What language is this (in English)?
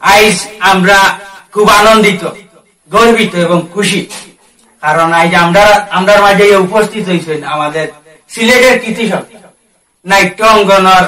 Sylheti